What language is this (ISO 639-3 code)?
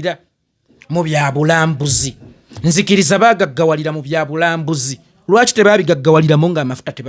lug